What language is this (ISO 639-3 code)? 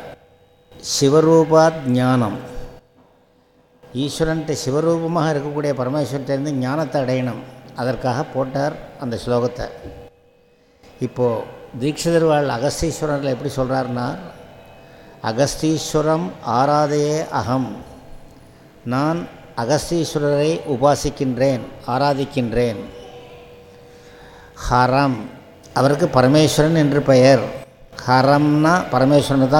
tam